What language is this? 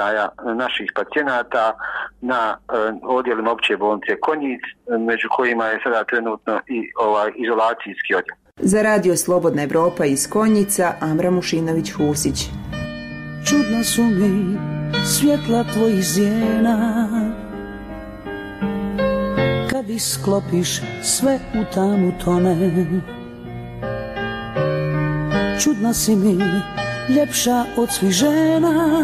Bosnian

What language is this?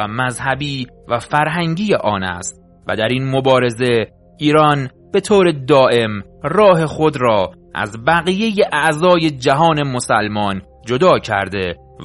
Persian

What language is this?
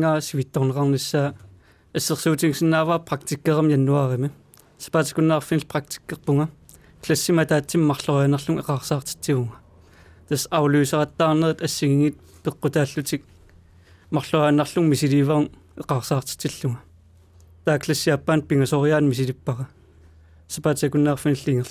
Kalaallisut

